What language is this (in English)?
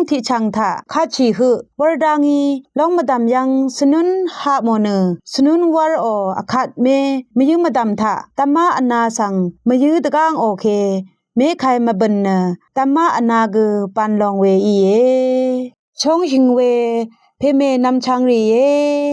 Rawang